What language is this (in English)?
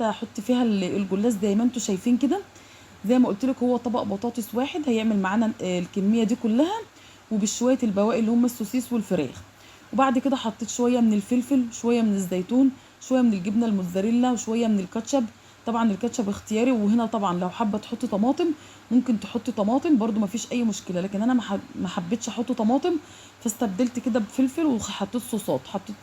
Egyptian Arabic